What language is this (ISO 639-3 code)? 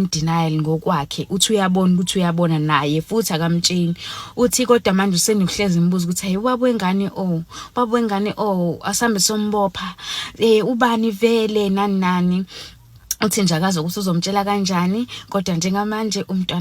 zul